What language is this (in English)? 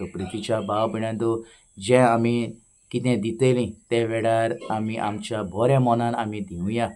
Konkani